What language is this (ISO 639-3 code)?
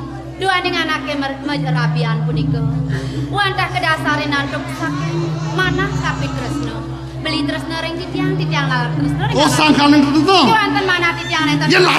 ban